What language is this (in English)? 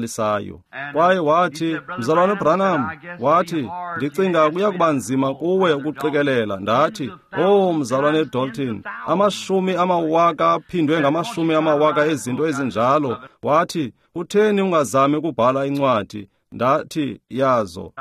Xhosa